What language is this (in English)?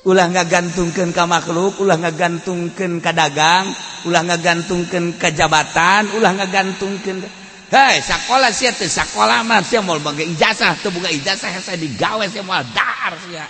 Sundanese